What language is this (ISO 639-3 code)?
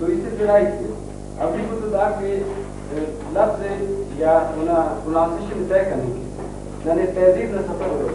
brh